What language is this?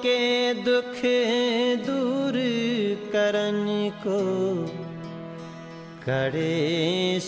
Hindi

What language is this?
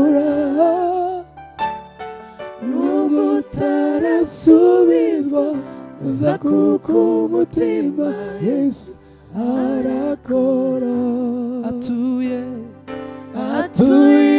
Kinyarwanda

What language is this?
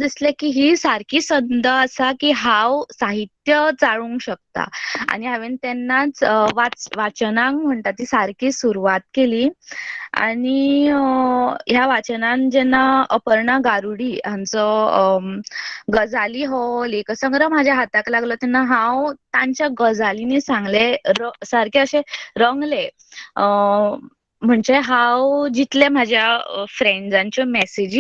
Konkani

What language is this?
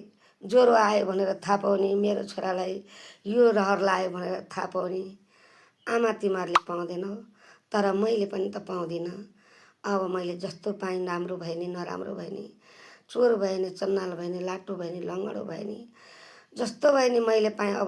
Nepali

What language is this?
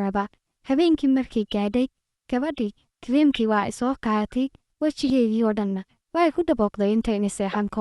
Somali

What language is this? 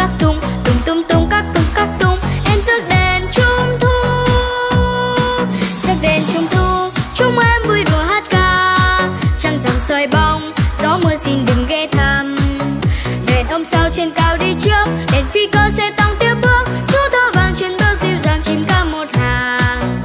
Vietnamese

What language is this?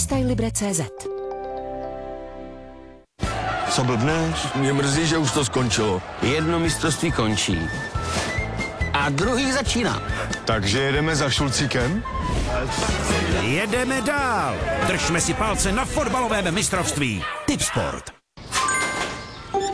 Czech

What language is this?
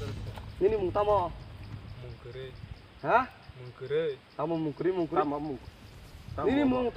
Kok Borok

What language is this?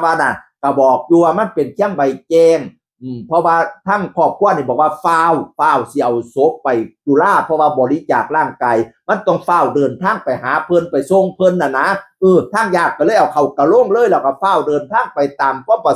Northeastern Thai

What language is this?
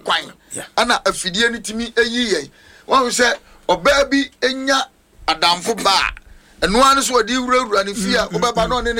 Akan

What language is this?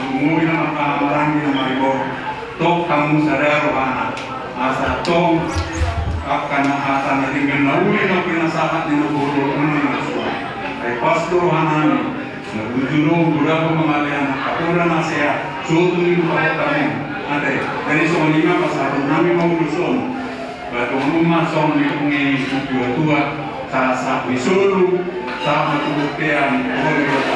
Batak Toba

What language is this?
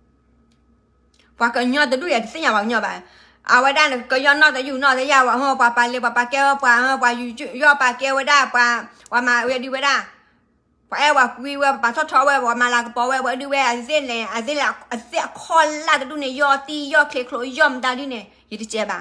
S'gaw Karen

